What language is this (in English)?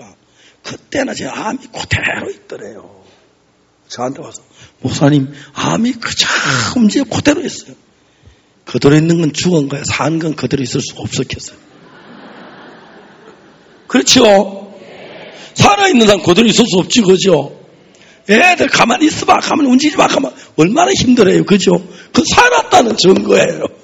Korean